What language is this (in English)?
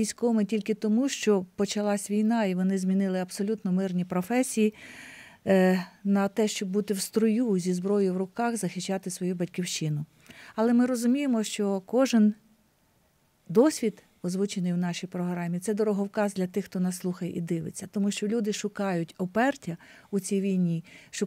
Ukrainian